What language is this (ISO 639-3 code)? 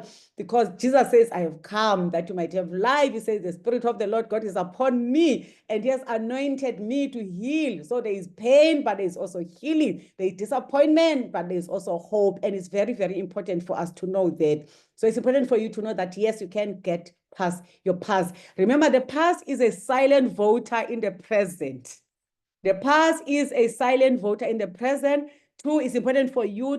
eng